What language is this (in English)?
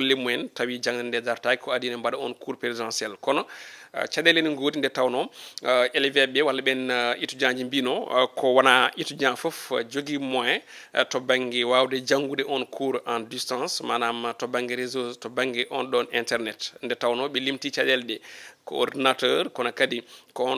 Fula